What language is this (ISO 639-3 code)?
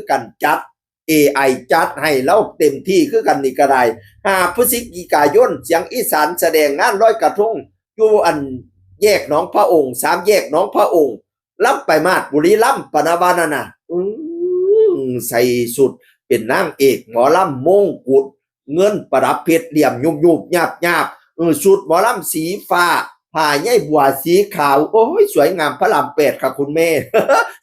tts